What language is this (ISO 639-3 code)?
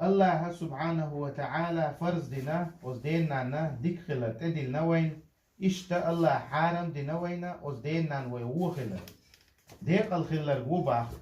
che